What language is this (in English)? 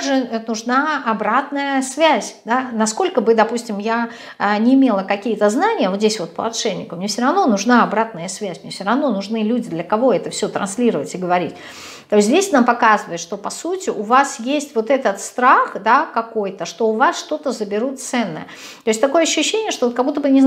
Russian